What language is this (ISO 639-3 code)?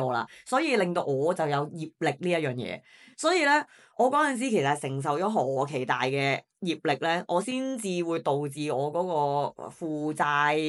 yue